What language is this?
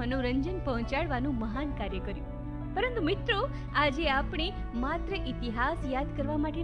Gujarati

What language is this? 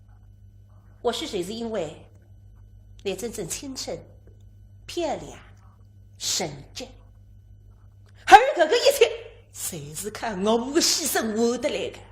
Wu Chinese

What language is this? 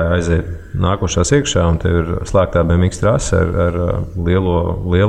Latvian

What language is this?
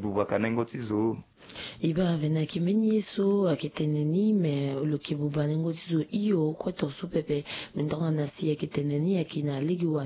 Sango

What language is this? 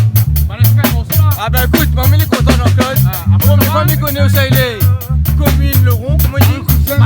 Réunion Creole French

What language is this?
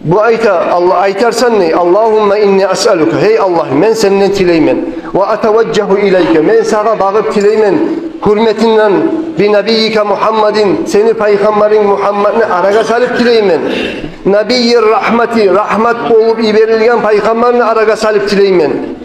Kumyk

